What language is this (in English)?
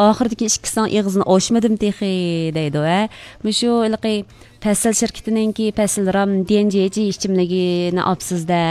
Uyghur